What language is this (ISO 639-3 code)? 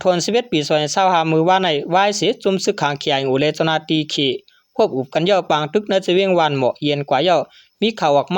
shn